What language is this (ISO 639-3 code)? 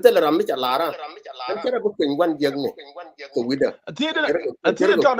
nus